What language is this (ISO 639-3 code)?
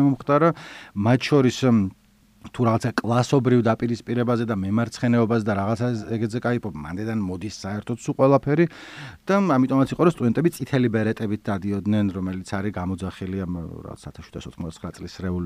kat